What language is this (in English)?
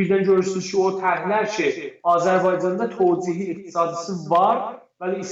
South Azerbaijani